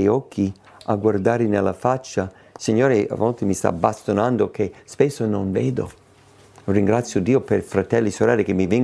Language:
Italian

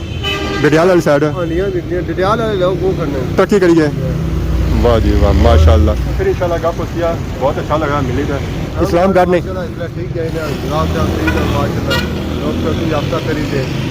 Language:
Pahari-Potwari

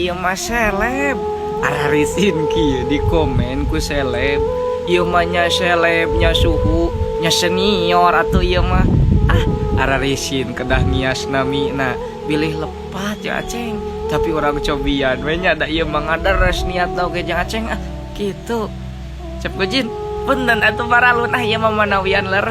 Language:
Sundanese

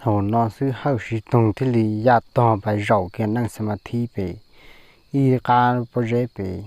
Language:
Hmong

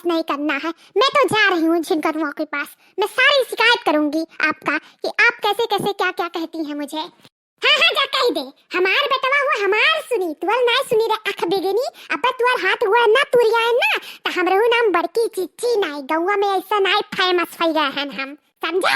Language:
Awadhi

